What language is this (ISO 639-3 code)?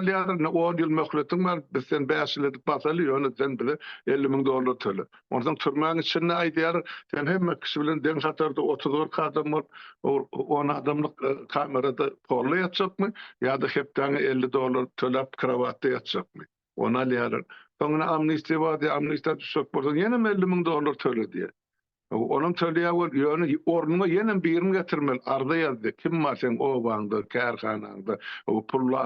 tuk